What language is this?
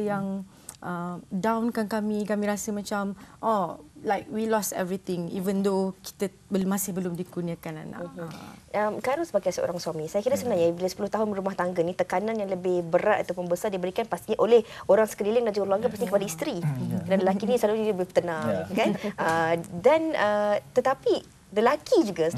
Malay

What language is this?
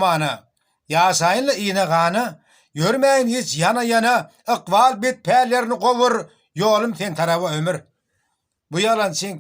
Turkmen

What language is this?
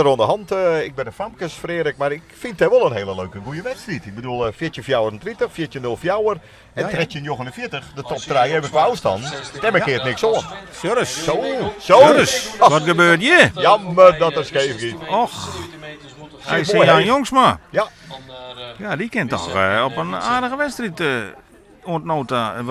Western Frisian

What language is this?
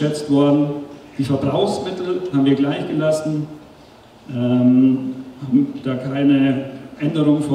German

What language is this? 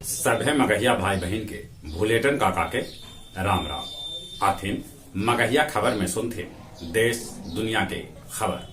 Magahi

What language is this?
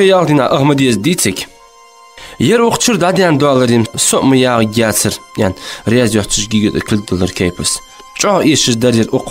Ingush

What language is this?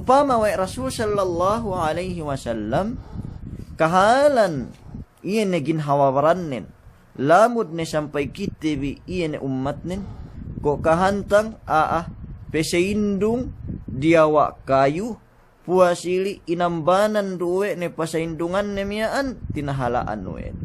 Yakan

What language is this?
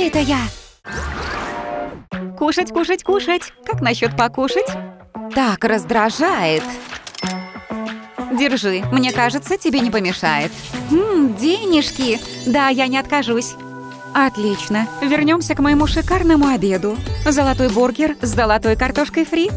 Russian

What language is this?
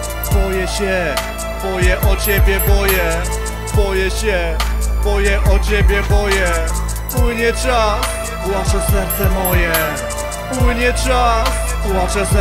Polish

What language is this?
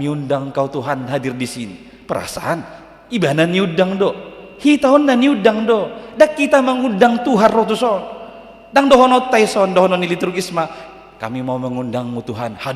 Batak Toba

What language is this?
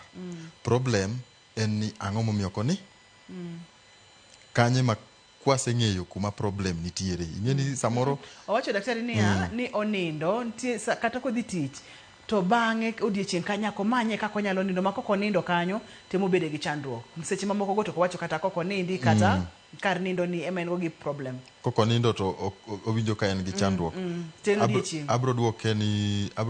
Luo (Kenya and Tanzania)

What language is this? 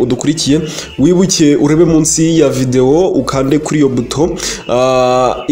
Kinyarwanda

